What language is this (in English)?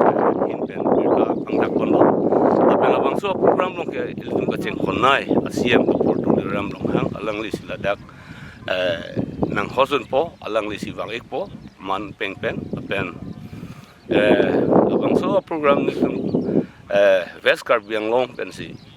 Karbi